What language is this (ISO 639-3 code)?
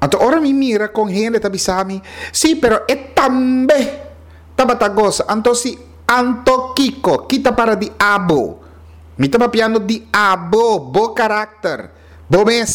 pap